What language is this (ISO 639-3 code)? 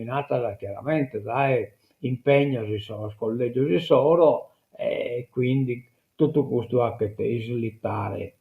srd